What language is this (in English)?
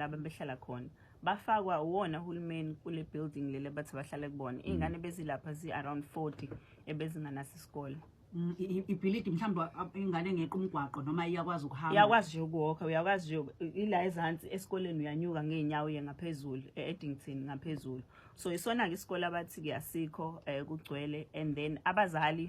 Zulu